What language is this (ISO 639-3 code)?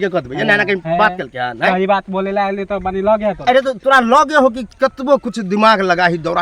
mai